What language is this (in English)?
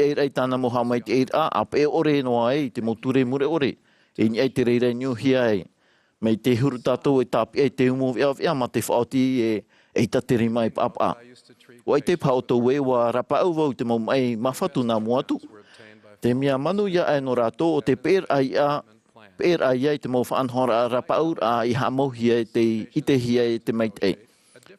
Tahitian